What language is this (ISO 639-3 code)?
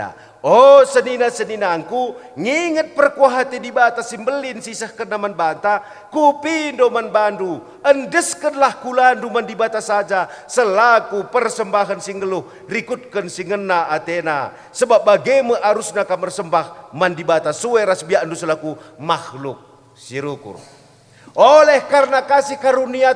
btx